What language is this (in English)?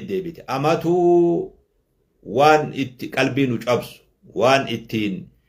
Oromo